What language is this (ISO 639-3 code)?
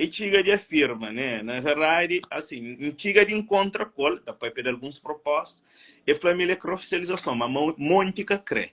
kea